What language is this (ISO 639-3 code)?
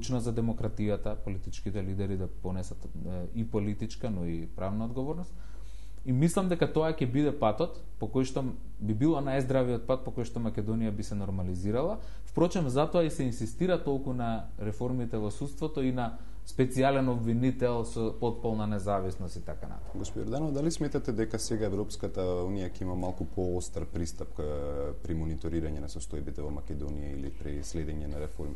mkd